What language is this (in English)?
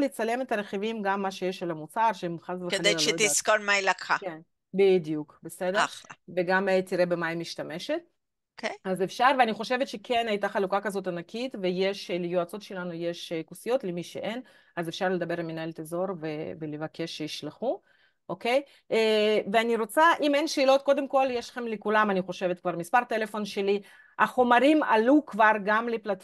Hebrew